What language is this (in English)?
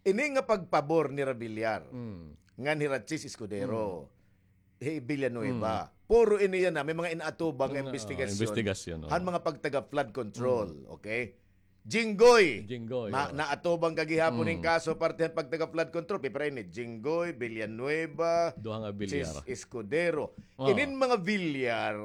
Waray